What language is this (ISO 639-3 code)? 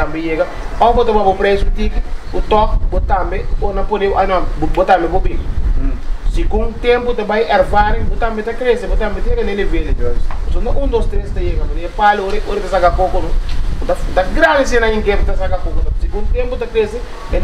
pap